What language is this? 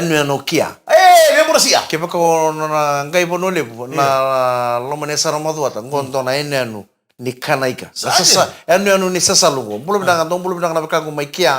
Fijian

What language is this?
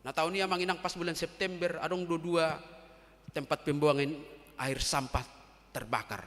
Batak Toba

